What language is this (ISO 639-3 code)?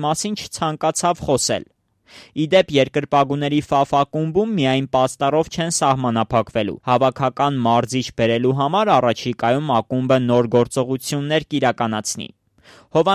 hye